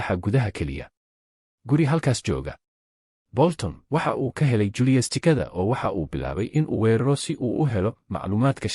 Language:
Somali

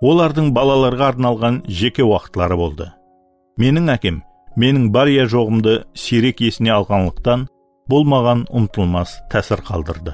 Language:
Kara-Kalpak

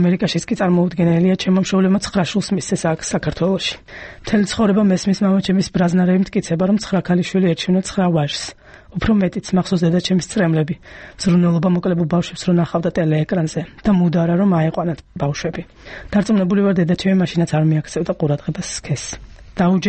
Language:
Georgian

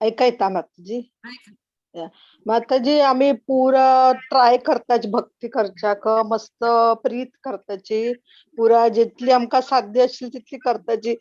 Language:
Konkani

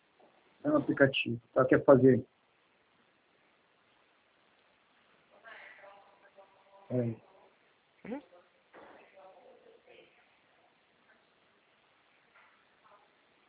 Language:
Portuguese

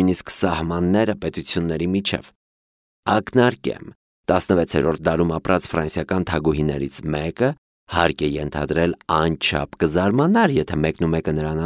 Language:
Armenian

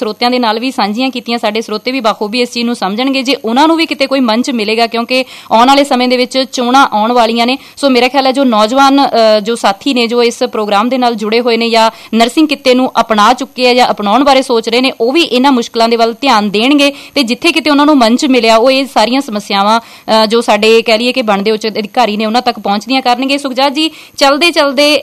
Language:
Punjabi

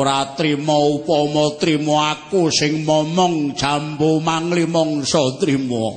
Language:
Javanese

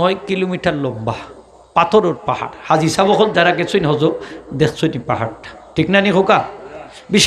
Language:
Sylheti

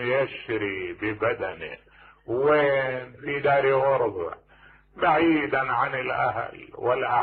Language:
Mesopotamian Arabic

